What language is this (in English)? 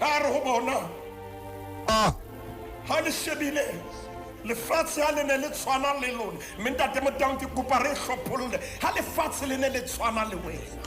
Southern Sotho